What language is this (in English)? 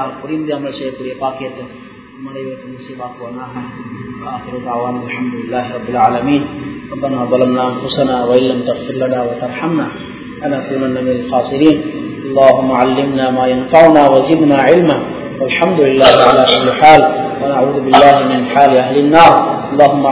Tamil